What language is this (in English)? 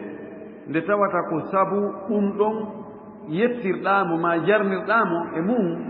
Fula